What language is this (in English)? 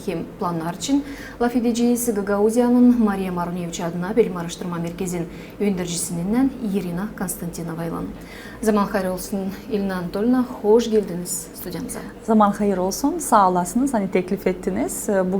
Gagauz